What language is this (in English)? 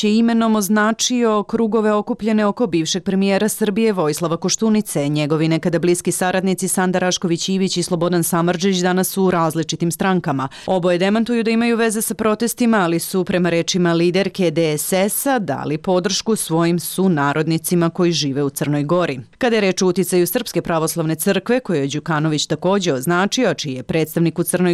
Serbian